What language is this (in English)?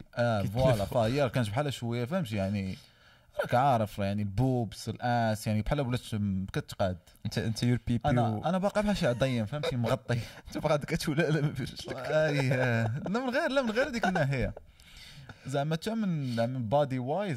Moroccan Arabic